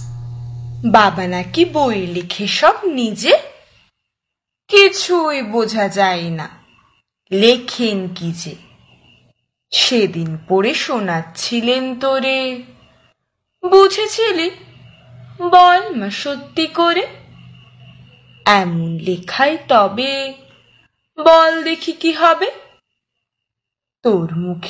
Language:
Bangla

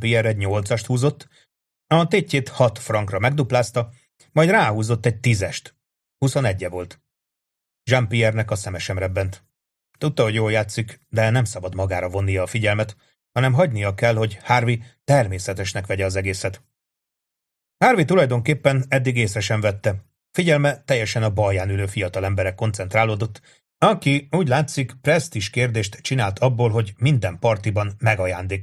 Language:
Hungarian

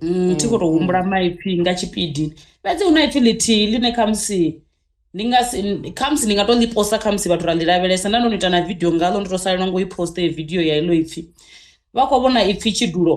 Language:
Venda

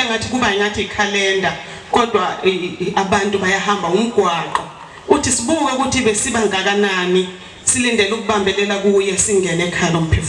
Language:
Zulu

